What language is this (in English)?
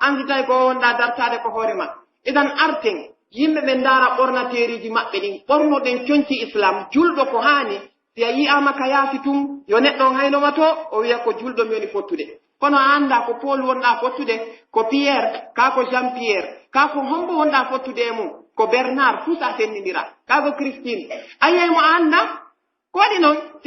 Pular